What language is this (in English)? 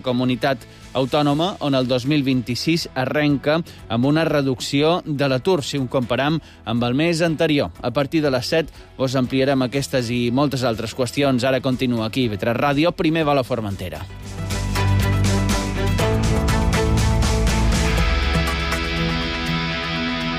Catalan